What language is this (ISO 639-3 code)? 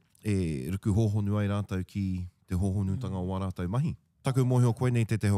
mri